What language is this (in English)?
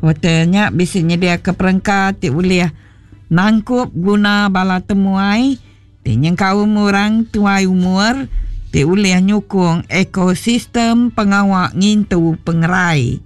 Iban